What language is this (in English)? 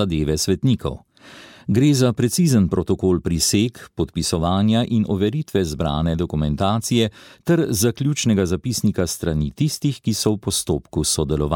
Slovenian